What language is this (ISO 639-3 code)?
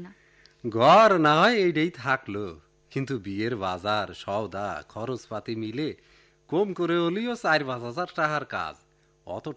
ben